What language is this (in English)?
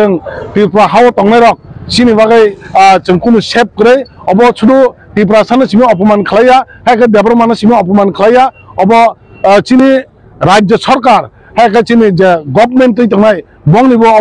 Kok Borok